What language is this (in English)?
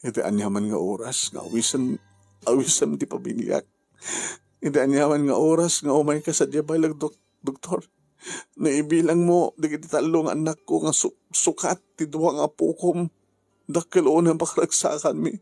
Iloko